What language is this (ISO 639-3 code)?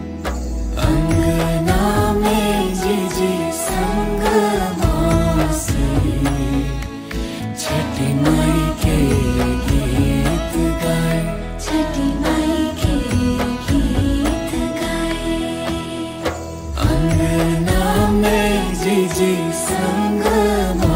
bho